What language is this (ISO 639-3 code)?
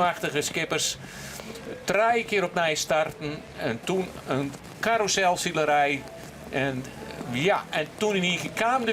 fry